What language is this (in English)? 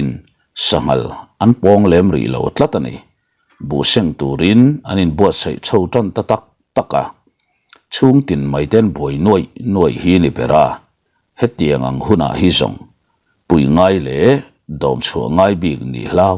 Mizo